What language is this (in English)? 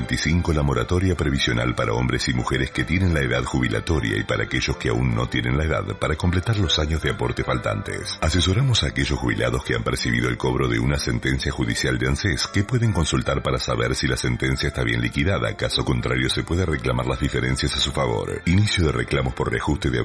Spanish